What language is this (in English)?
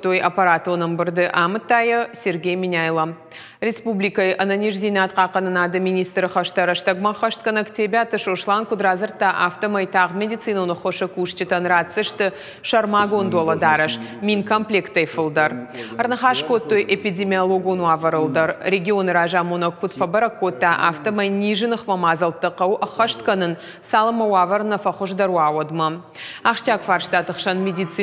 Ossetic